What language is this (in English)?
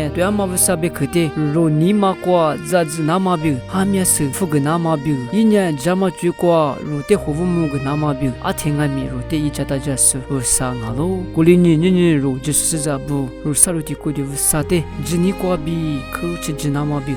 Lisu